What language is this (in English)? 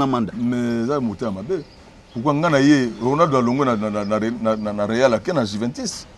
Lingala